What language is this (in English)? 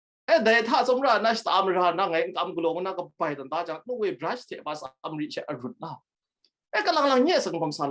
Kachin